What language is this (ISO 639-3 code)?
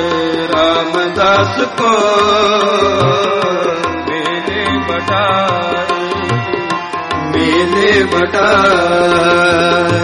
pan